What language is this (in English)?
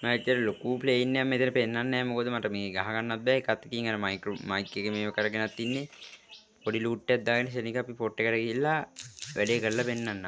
Sinhala